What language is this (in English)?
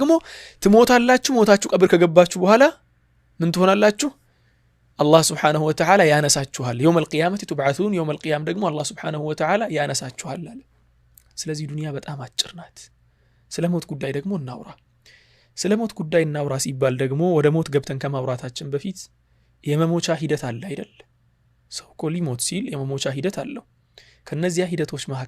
Amharic